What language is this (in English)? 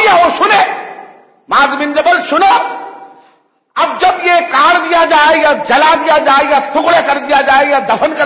Urdu